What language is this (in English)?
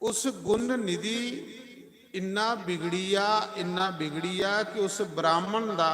Dogri